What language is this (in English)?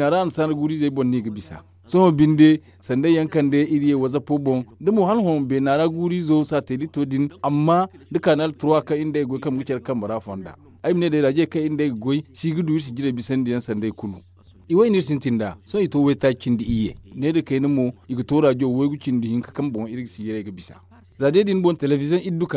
Zarma